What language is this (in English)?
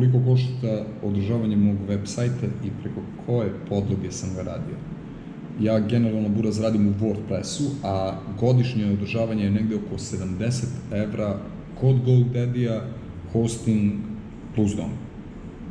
Serbian